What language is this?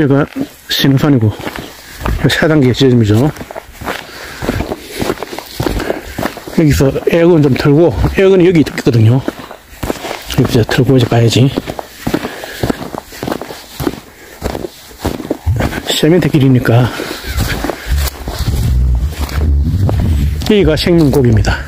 Korean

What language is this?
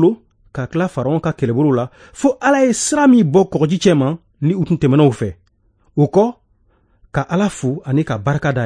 Bambara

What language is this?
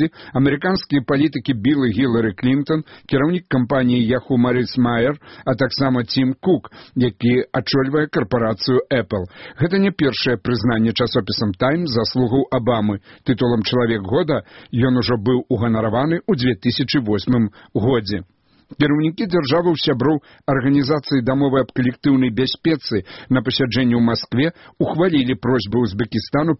Belarusian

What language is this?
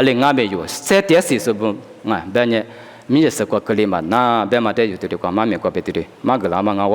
Lisu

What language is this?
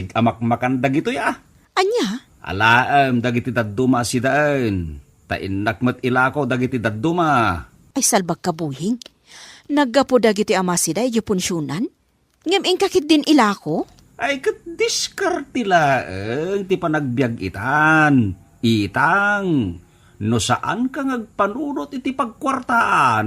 Iloko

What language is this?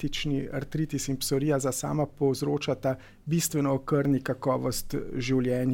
Slovenian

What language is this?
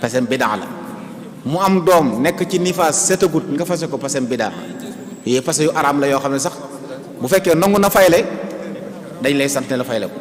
Wolof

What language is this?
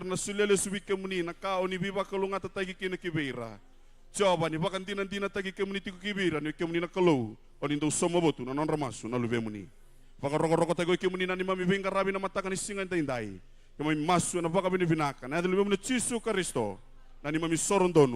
Fijian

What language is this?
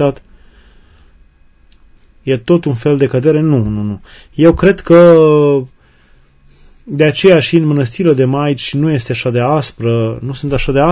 Romanian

